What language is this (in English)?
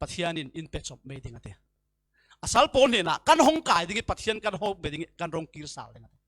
Falam Chin